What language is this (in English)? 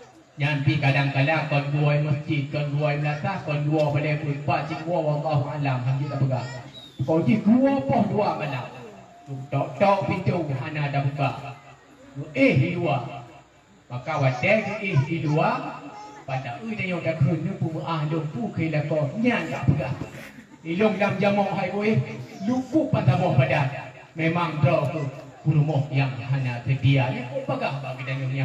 Achinese